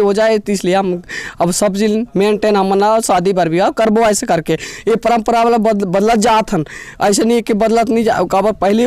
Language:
Chhattisgarhi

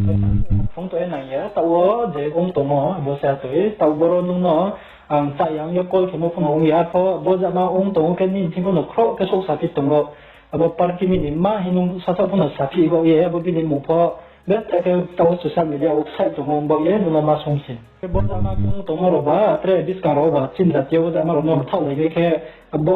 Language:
Riang (India)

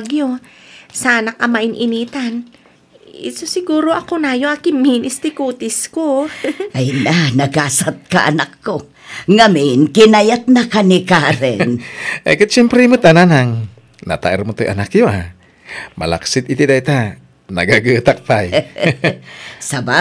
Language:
Iloko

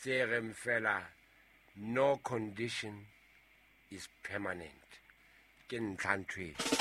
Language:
Southern Sotho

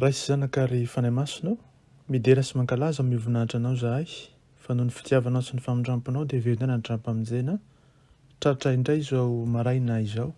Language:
Malagasy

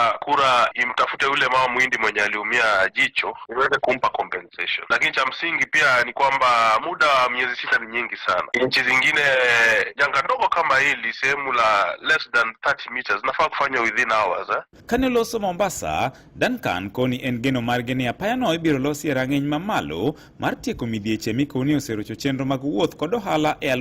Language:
Luo (Kenya and Tanzania)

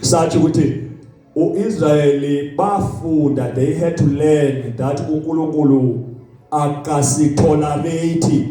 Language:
Zulu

